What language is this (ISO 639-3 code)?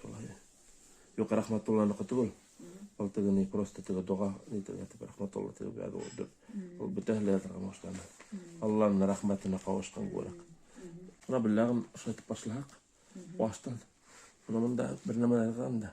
bak